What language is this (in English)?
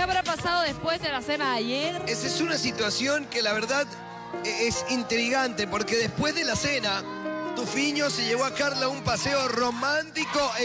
Spanish